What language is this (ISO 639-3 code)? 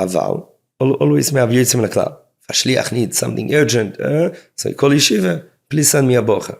yid